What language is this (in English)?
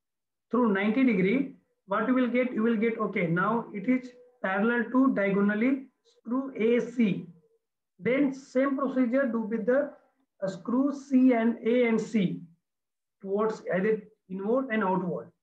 English